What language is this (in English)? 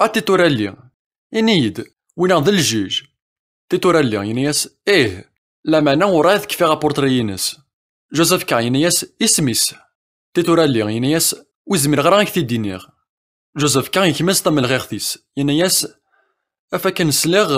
Kabyle